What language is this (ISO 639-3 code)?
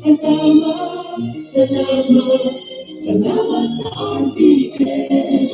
bik